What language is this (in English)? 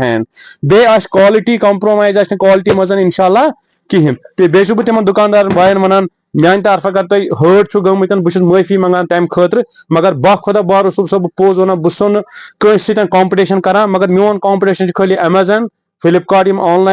Kashmiri